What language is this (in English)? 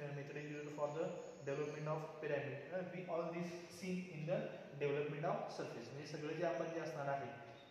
Marathi